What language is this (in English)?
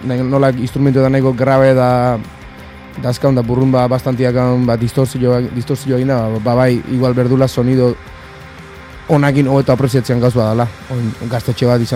Basque